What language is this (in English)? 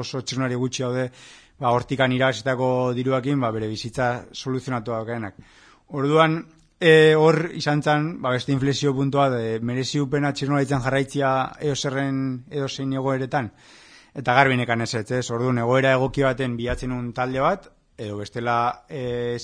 Basque